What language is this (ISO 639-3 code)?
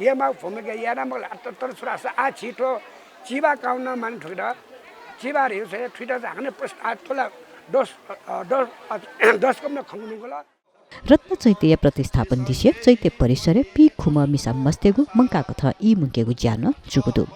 new